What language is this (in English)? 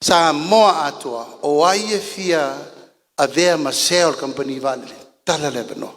Samoan